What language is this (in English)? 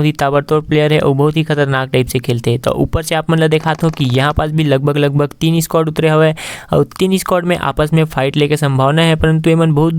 Chhattisgarhi